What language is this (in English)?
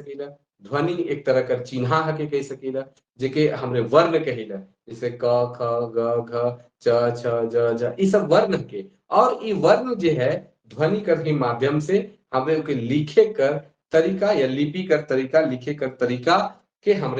Sadri